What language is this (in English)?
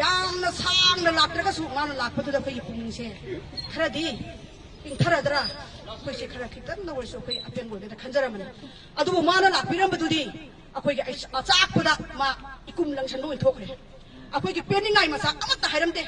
Manipuri